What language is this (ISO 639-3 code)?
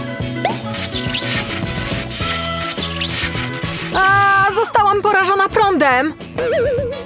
pol